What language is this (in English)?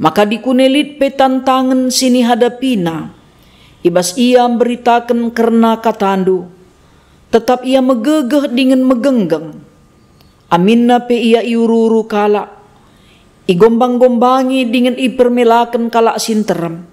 Batak Karo